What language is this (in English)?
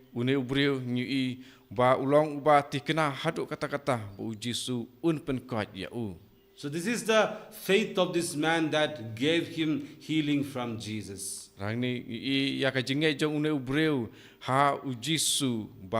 Khasi